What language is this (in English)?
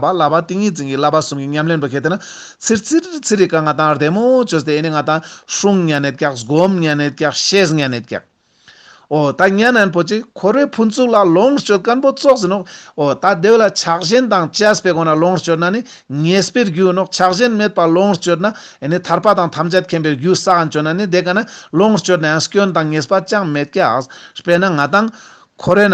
Ladakhi